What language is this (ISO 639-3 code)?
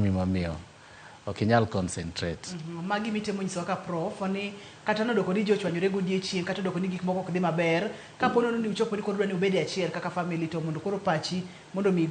luo